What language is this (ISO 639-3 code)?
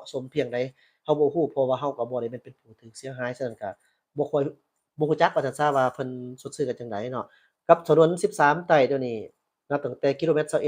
lao